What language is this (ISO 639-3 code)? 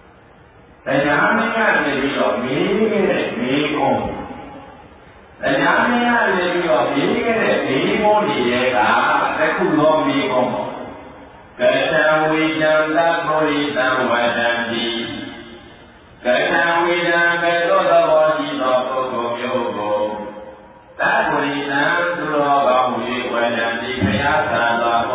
mya